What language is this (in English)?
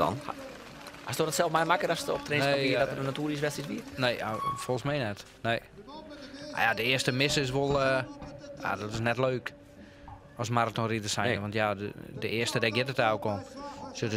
Western Frisian